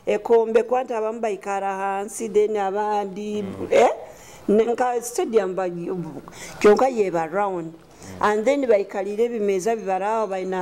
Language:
Nyoro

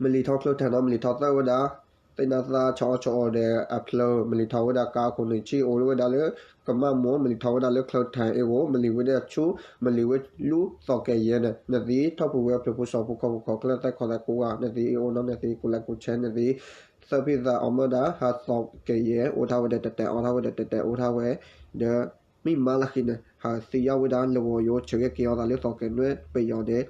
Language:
S'gaw Karen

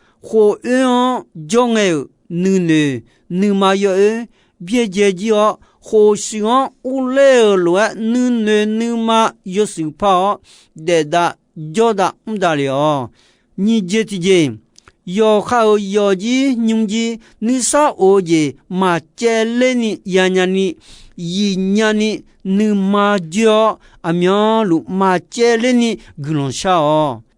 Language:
Akha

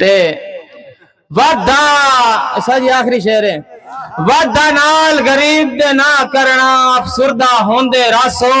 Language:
Saraiki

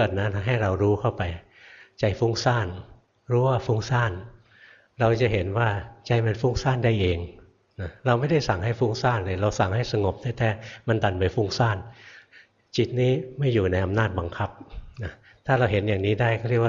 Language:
Thai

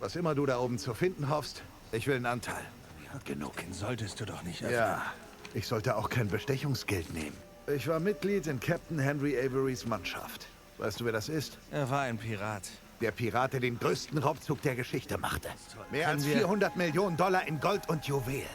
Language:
Swiss German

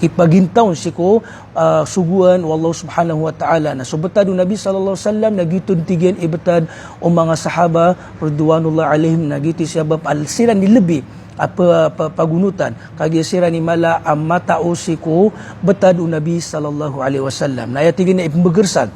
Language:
Maranao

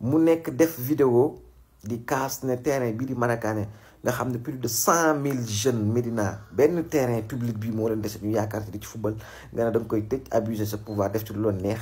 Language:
Wolof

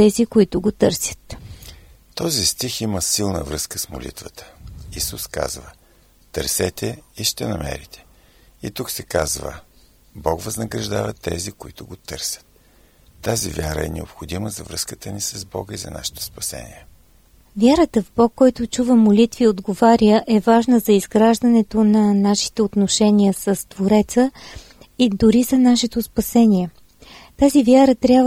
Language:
Bulgarian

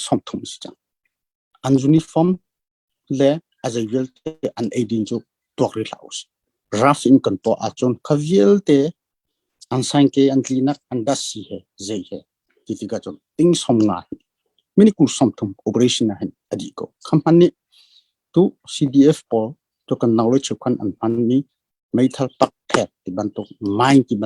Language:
Hakha Chin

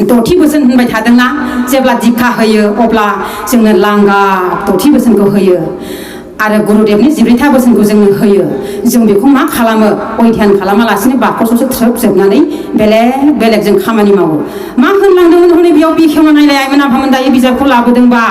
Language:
Bodo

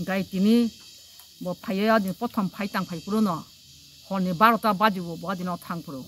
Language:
Kok Borok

